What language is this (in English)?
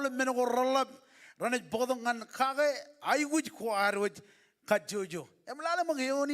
Marshallese